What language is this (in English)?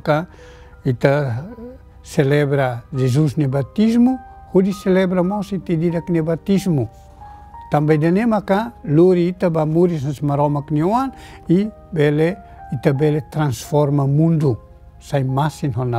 Tetum